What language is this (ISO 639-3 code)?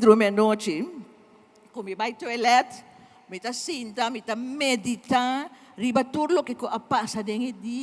pap